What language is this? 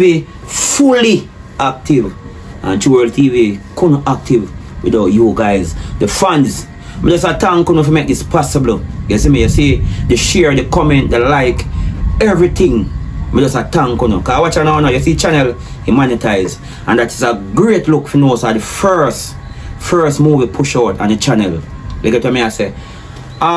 Jamaican Creole English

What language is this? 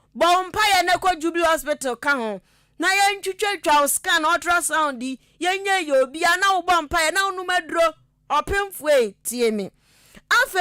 Akan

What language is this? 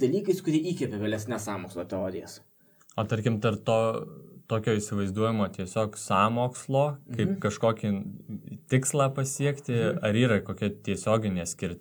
Lithuanian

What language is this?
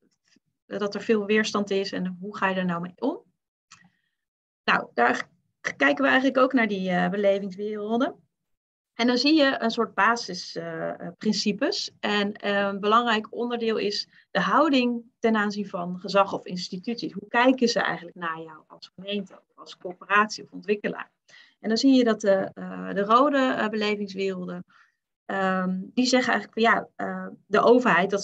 Dutch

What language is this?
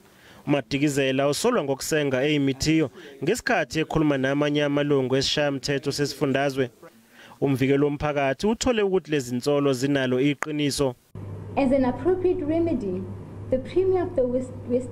Zulu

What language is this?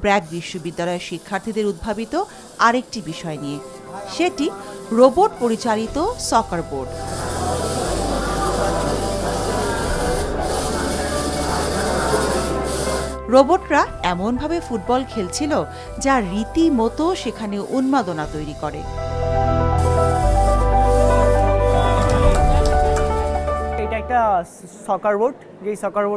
Bangla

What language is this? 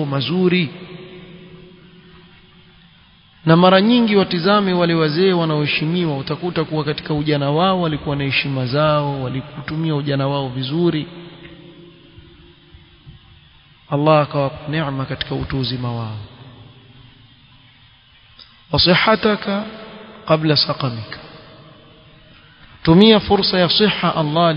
Swahili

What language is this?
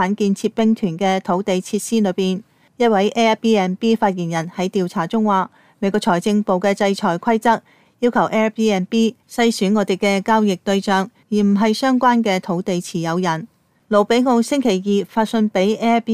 Cantonese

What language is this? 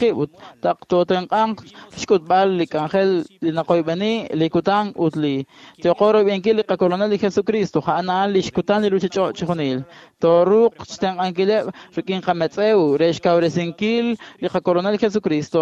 Kekchí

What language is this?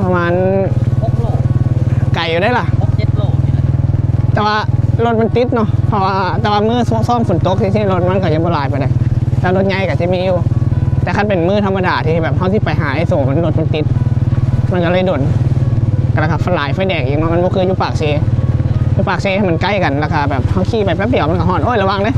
Northeastern Thai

